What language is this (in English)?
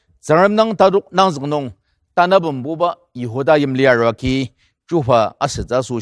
Ao Naga